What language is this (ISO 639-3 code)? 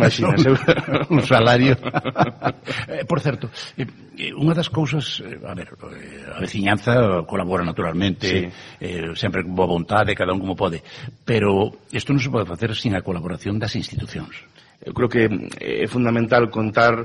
glg